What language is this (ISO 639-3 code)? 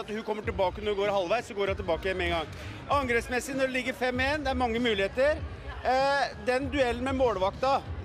nor